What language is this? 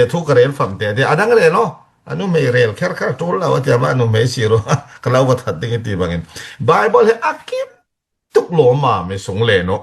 Falam Chin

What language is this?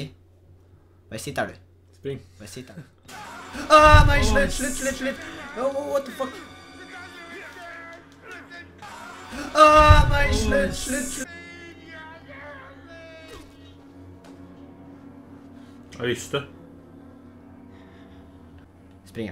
Norwegian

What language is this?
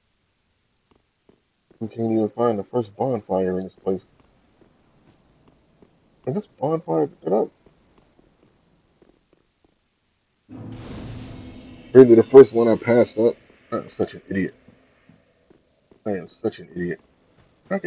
English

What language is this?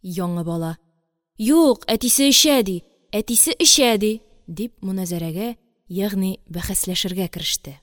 Tatar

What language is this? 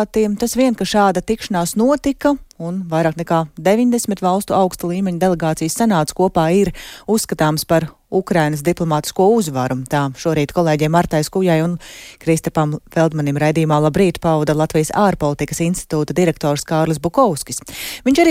Latvian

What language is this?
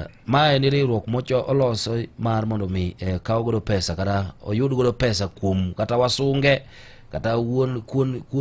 Luo (Kenya and Tanzania)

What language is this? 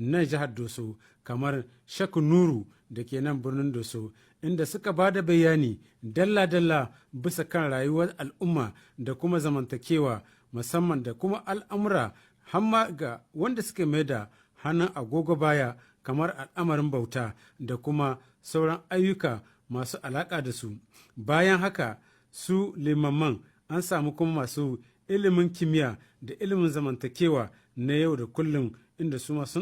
Hausa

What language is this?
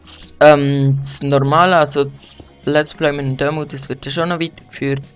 Swiss German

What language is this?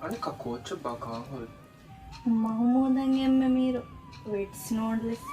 Divehi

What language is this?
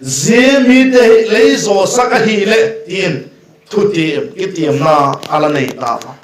Vaiphei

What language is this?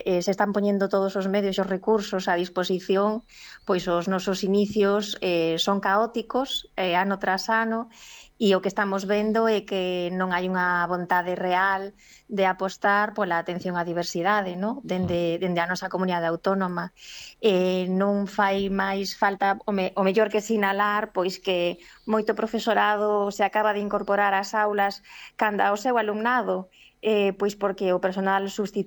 Galician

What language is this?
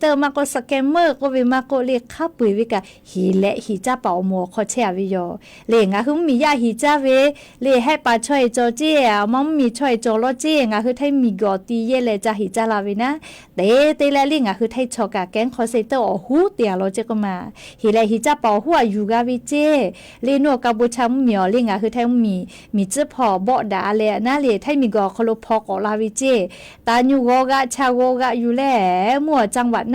Lahu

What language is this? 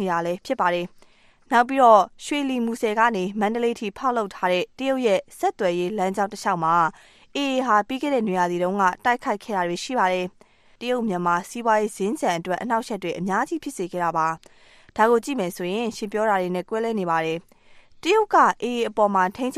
Burmese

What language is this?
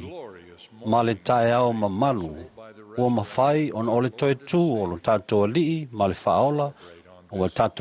Samoan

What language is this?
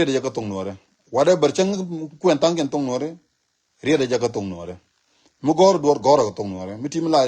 Nuer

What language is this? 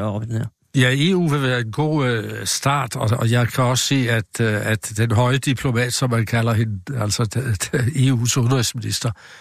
Danish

